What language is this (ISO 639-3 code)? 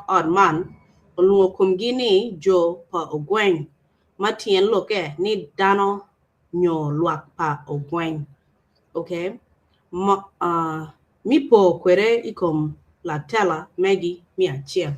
ach